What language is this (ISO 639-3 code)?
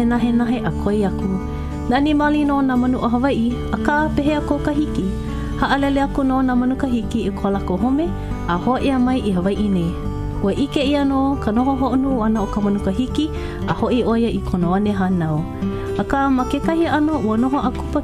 haw